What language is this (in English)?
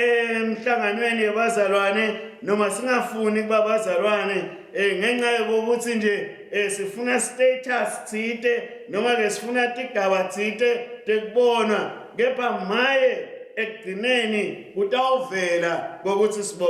Swati